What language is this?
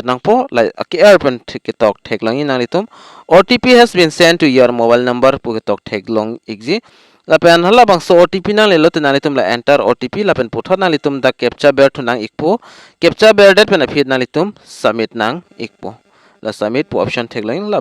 Karbi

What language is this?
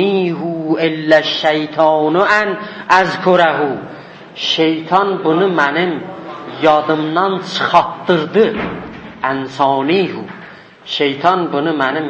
South Azerbaijani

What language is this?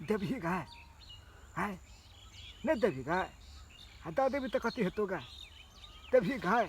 Maithili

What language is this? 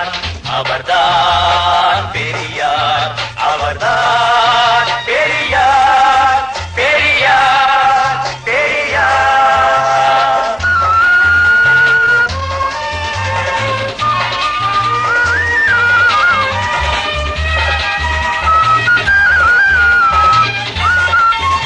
Tamil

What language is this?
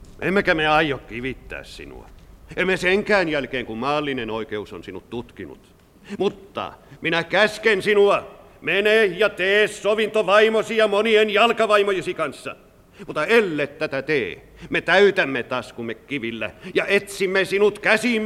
Finnish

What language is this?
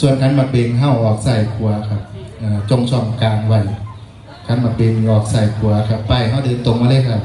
Northeastern Thai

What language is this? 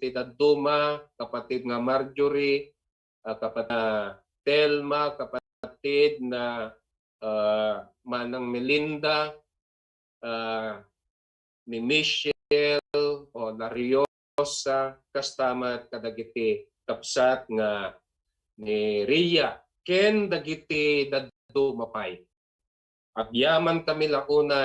Iloko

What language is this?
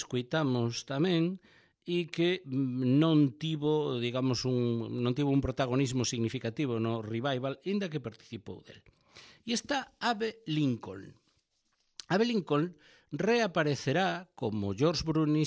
Galician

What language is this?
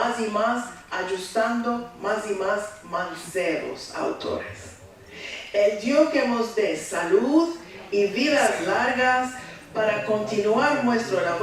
Ladino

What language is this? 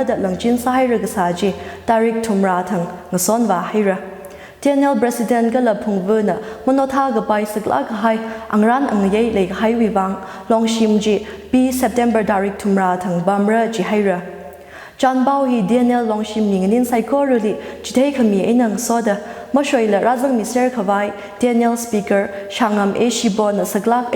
Tangkhul Naga (India)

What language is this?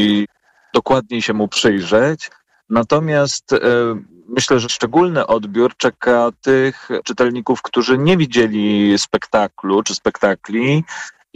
Polish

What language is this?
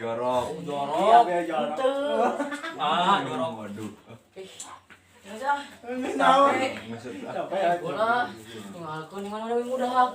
Sundanese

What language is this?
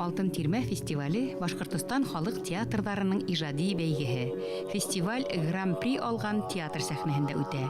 Bashkir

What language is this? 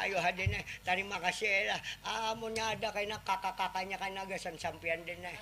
Banjar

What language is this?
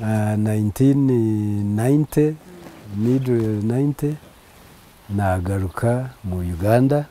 Nyankole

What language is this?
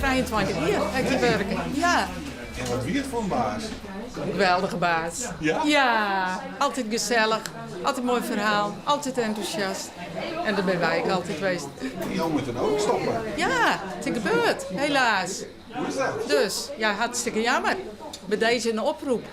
Western Frisian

